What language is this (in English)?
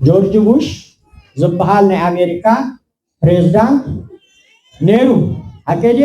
Tigrinya